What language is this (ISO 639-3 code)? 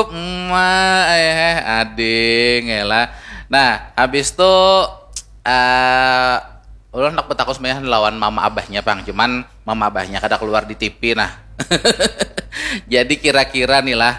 bjn